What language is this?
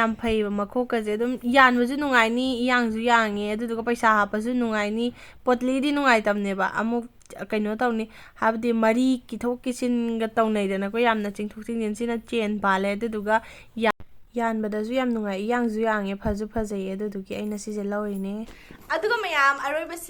Manipuri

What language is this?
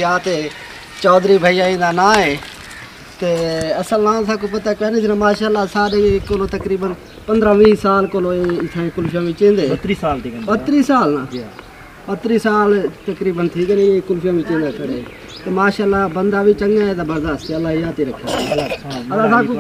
Saraiki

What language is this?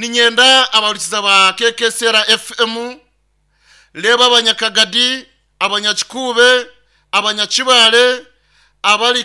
Nyankole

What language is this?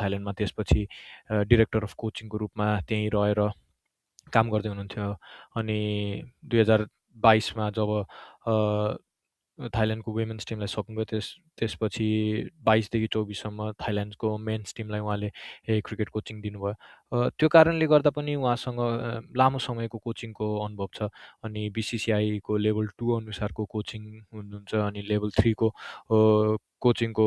Nepali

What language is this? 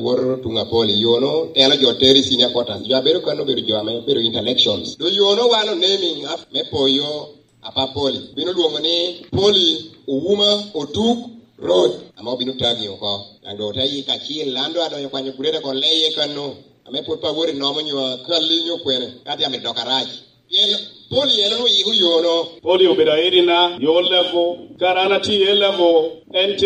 Lango (Uganda)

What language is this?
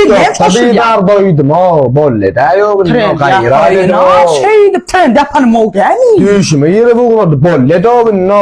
Turkmen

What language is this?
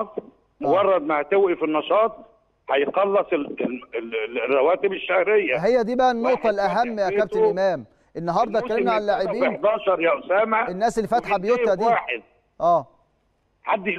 Egyptian Arabic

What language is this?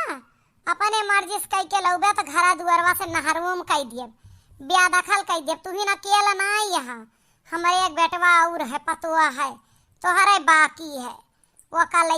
Awadhi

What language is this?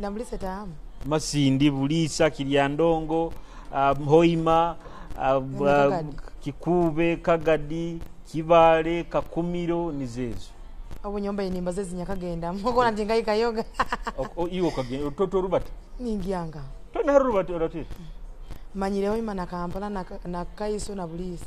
Nyoro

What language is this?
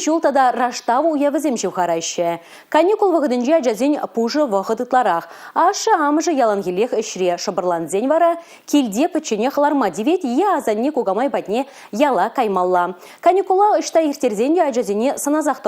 Chuvash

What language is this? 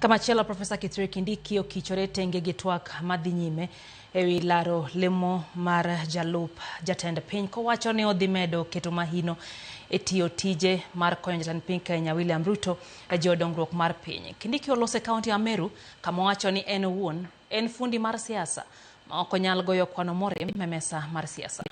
Luo (Kenya and Tanzania)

